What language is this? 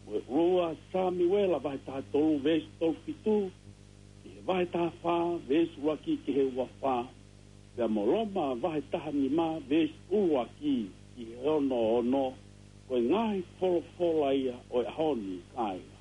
Tongan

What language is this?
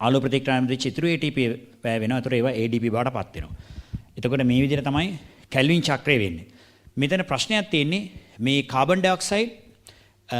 Sinhala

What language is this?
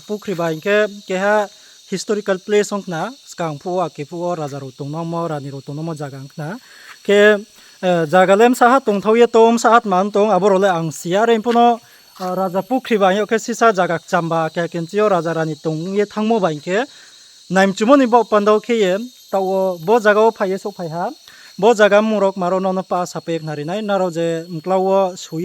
Riang (India)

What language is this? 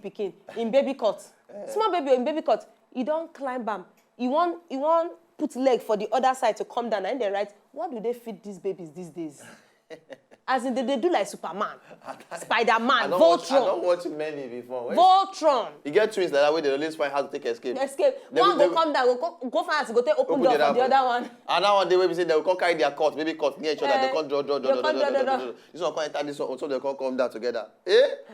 Nigerian Pidgin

